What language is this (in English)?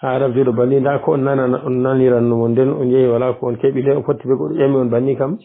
Fula